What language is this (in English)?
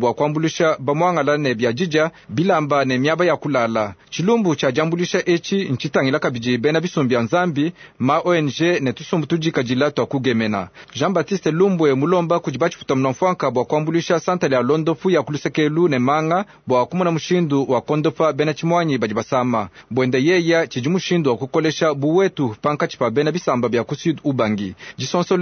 Luba-Lulua